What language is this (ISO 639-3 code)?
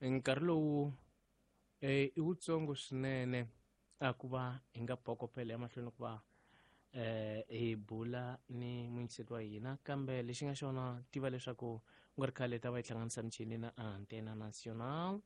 tso